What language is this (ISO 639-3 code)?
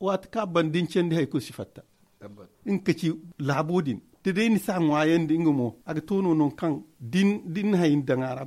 dje